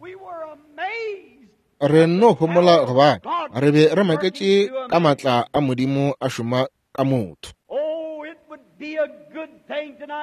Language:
Northern Sotho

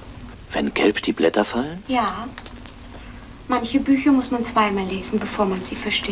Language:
German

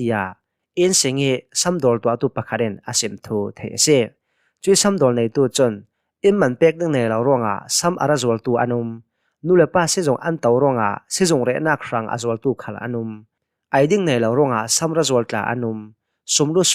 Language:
Hakha Chin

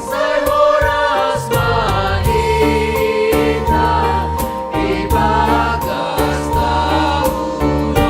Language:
Batak Simalungun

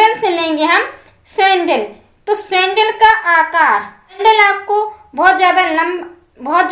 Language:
Hindi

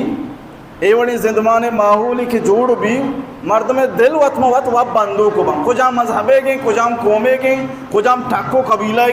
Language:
Baluchi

